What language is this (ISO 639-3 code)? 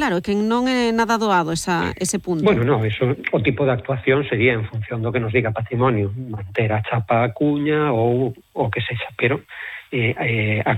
glg